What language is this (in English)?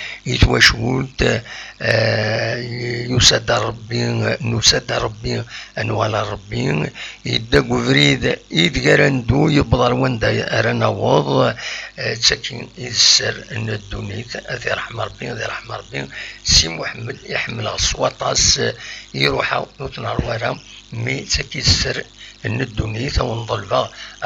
Kabyle